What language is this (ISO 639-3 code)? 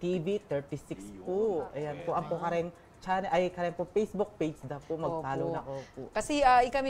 pam